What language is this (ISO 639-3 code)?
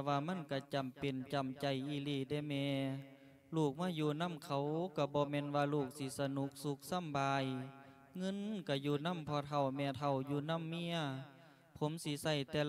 lao